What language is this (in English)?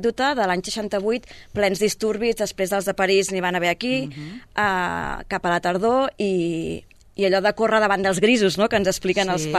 Catalan